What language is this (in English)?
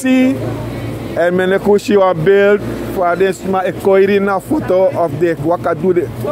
Sranan Tongo